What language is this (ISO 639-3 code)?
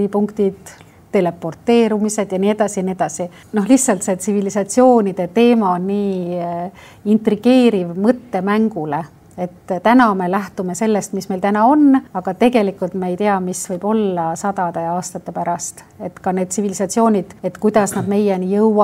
est